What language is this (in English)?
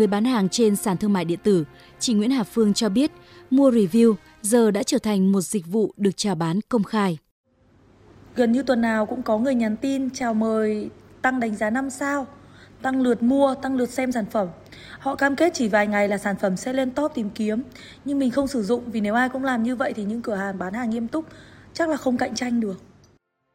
Vietnamese